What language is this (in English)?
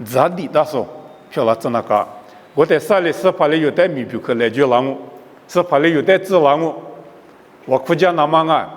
Lisu